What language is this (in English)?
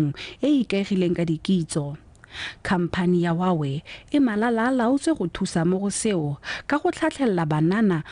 Tswana